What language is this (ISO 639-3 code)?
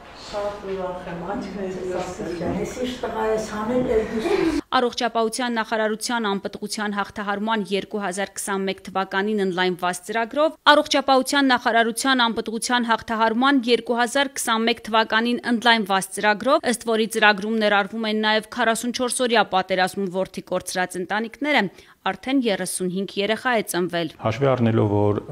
hye